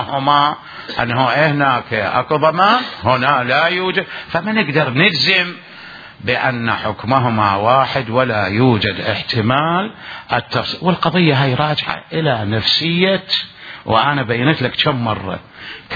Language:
Mesopotamian Arabic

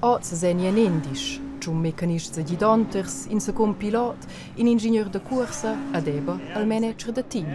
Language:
Romansh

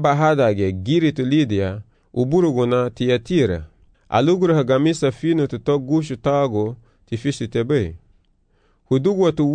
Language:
Garifuna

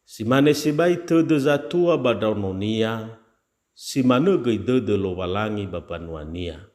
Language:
Nias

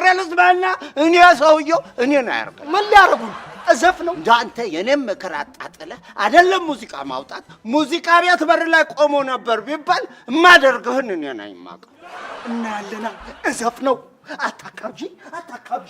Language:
Amharic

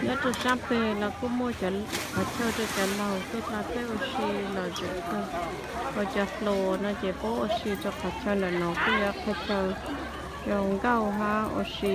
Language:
Hmong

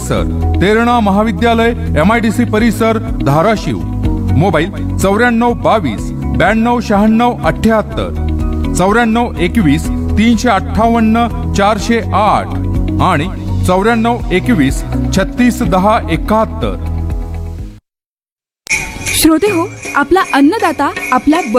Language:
Marathi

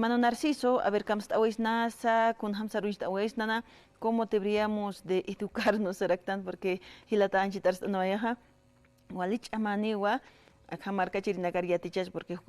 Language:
Aymara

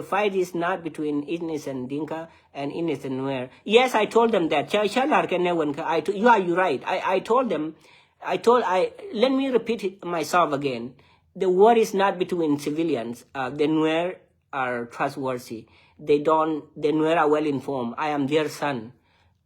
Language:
Nuer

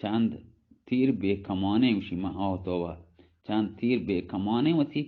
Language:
Baluchi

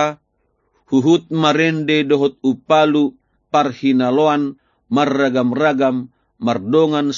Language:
Batak Toba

